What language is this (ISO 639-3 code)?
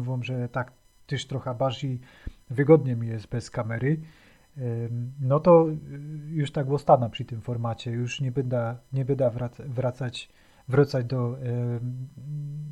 szl